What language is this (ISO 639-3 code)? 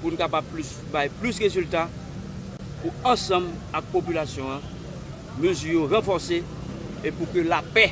hat